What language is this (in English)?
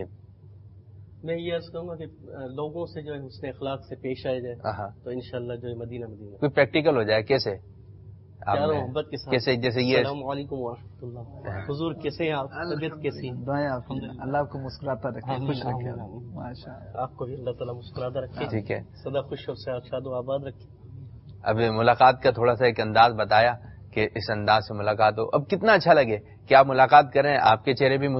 Urdu